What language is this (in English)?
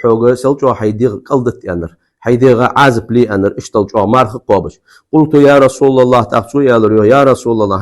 Ingush